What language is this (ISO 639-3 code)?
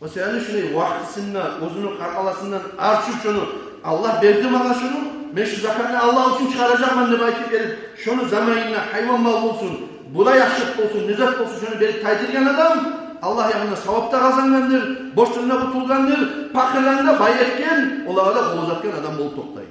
kum